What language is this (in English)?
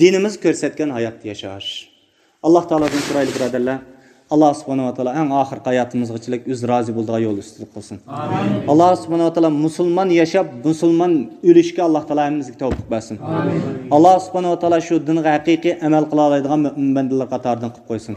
Uyghur